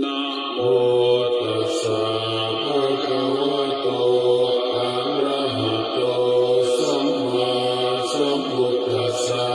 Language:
Pali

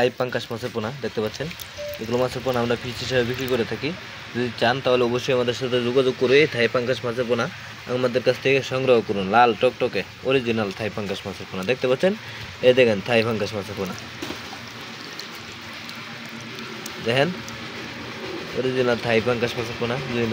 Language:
Bangla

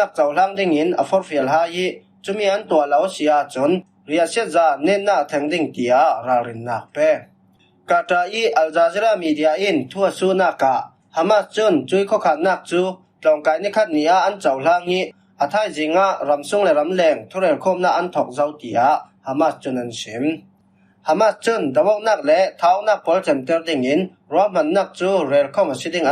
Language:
Falam Chin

